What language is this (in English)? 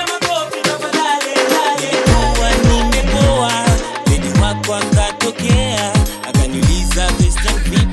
Swahili